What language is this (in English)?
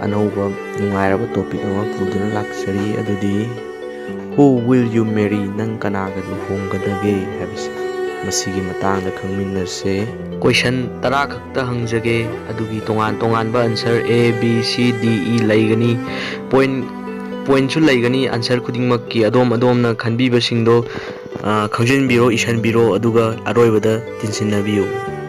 Manipuri